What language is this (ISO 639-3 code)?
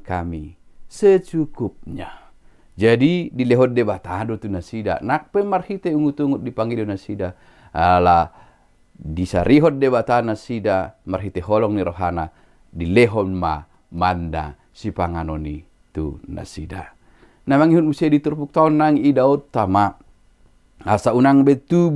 bbc